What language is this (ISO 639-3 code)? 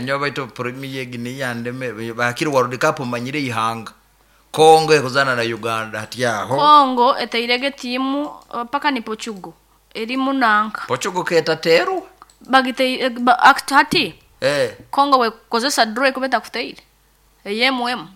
nyn